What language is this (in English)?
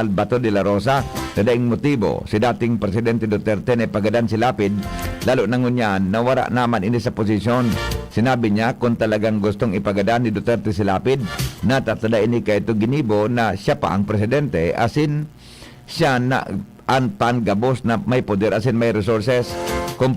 Bikol